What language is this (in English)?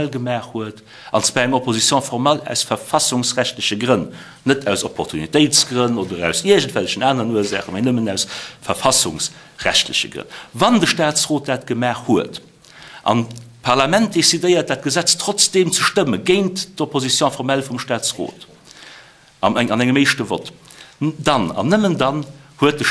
Luxembourgish